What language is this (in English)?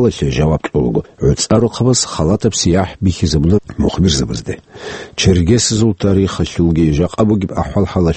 Avaric